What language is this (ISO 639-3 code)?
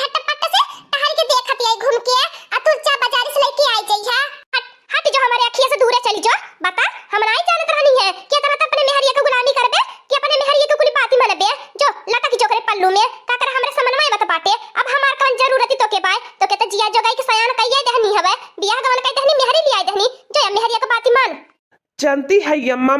awa